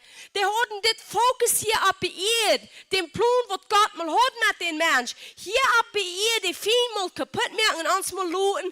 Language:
Plautdietsch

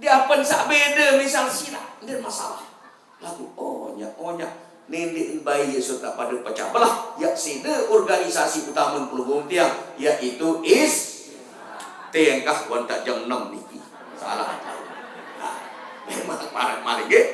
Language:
Sasak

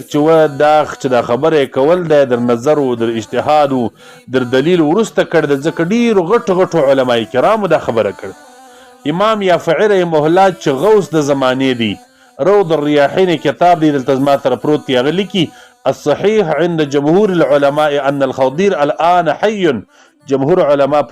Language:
Pashto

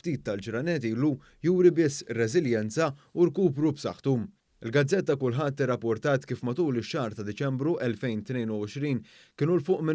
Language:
Maltese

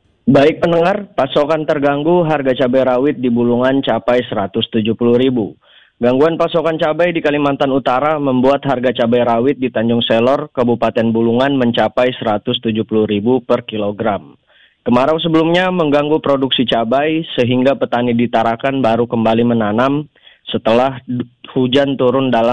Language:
Indonesian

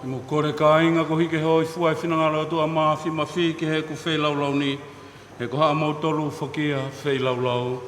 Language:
Tongan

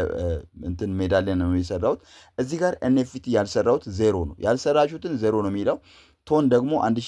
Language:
Amharic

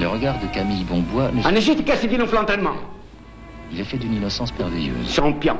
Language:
Algerian Arabic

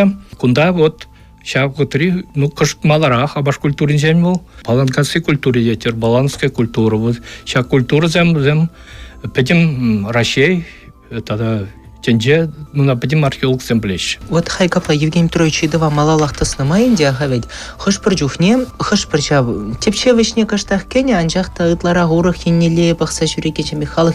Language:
Chuvash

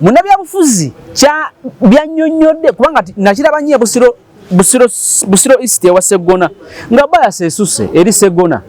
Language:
Ganda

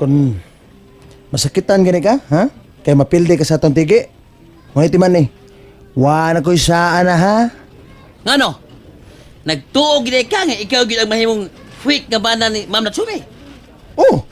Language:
Cebuano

